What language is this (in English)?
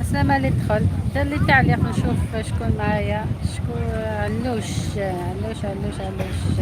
Algerian Arabic